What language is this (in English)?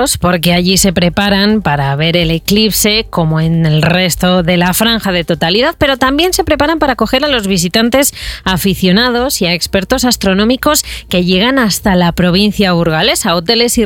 Spanish